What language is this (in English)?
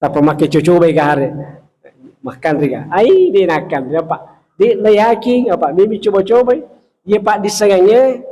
Buginese